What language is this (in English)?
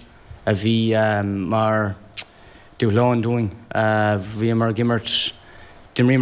Irish